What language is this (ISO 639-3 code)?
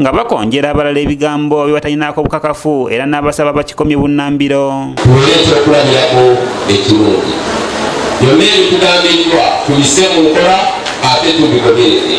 lug